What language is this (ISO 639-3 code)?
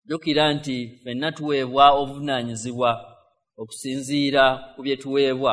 lug